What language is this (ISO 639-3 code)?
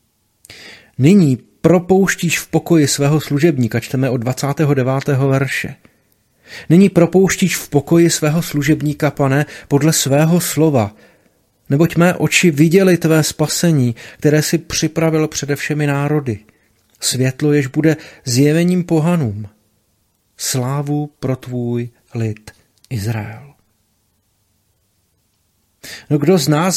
ces